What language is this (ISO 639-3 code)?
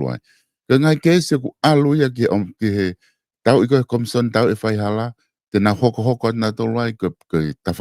ton